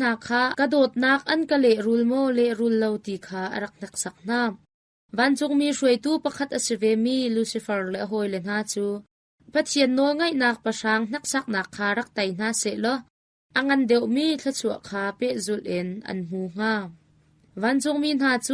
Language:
Hakha Chin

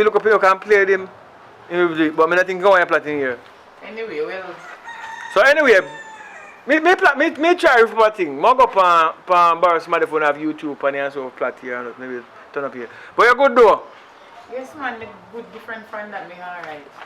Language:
Jamaican Creole English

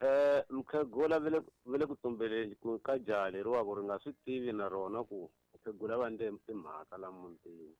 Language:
Tsonga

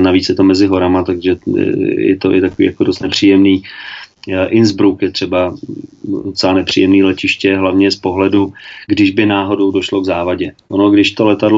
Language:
Czech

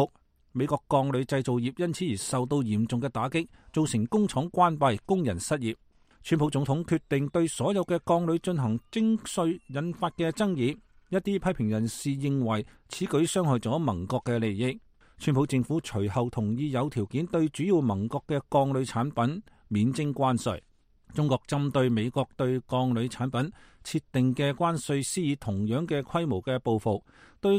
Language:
Cantonese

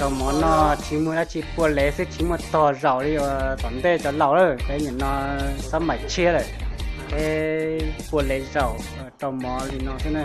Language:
Hmong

